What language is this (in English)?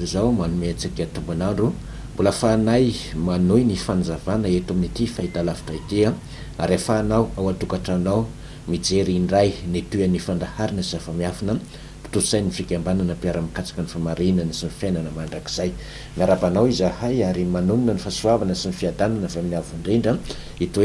Malagasy